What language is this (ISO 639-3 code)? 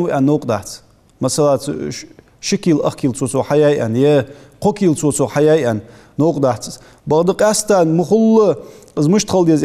inh